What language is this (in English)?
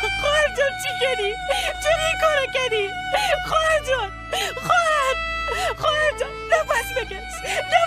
Persian